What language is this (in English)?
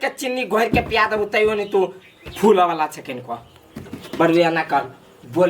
Maithili